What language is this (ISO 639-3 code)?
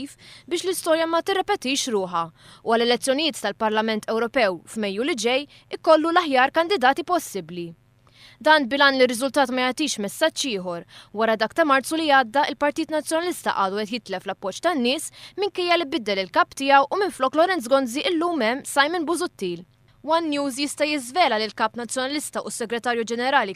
mlt